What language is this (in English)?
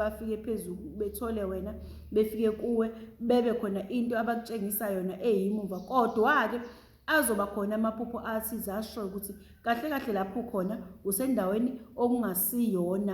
Zulu